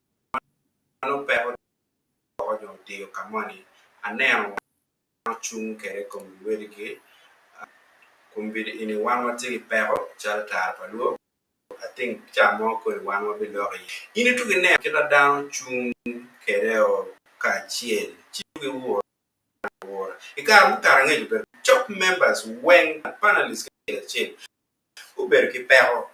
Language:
Acoli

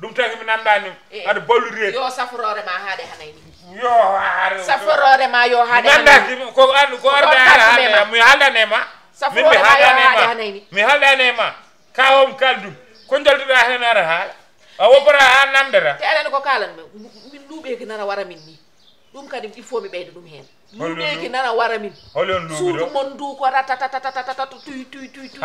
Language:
Fula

